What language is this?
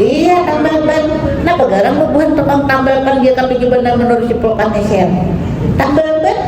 Banjar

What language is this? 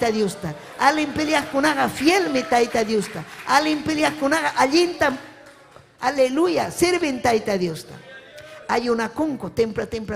Ayacucho Quechua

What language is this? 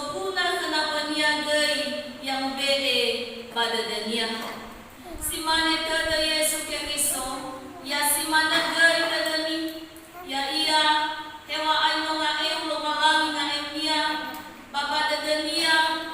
Nias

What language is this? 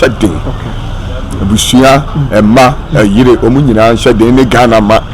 Akan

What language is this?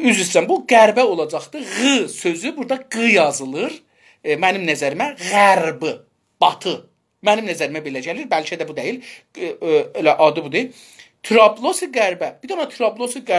South Azerbaijani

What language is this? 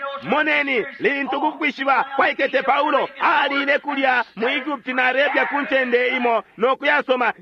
Bemba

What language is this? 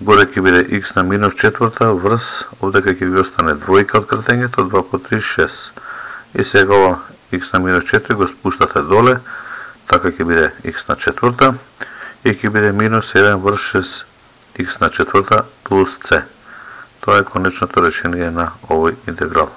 Macedonian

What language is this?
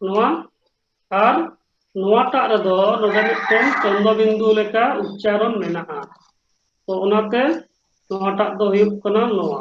Santali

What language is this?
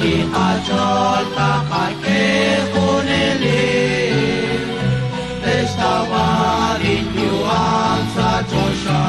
Kekchí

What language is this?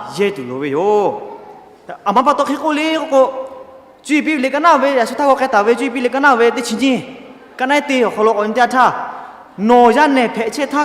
Lahu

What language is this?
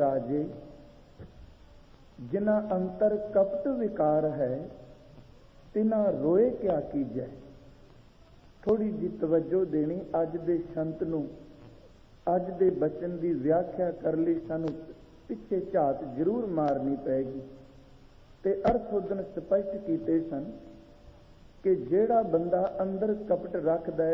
Punjabi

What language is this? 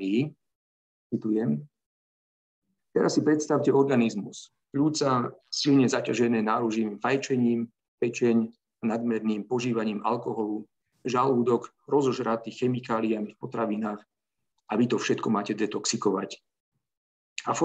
Slovak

